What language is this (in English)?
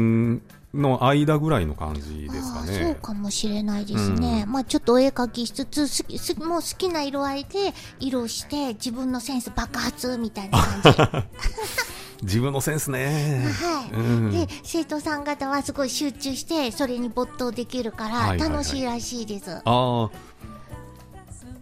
Japanese